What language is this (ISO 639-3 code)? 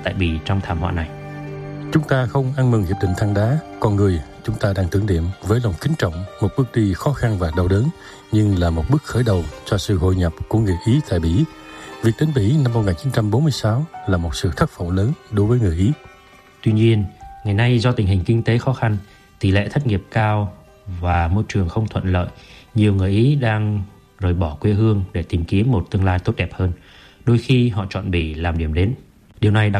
vie